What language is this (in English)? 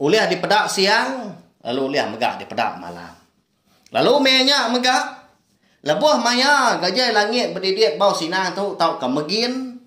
Iban